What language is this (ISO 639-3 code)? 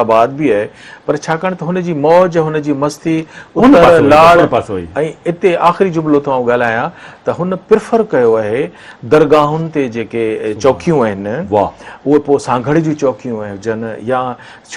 snd